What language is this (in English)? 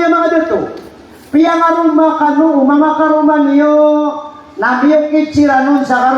Maranao